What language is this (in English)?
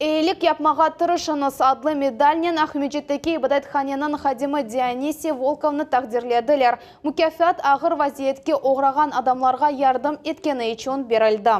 Crimean Tatar